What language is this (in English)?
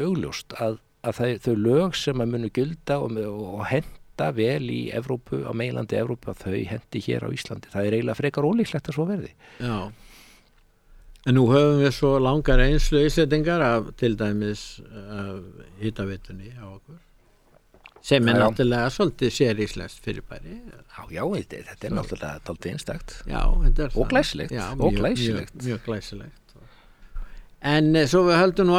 Icelandic